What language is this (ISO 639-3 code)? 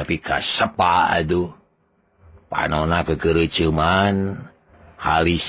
sun